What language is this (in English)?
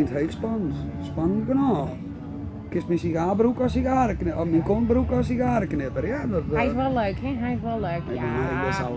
Western Frisian